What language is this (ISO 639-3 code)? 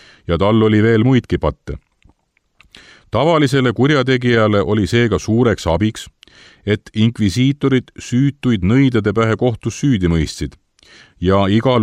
est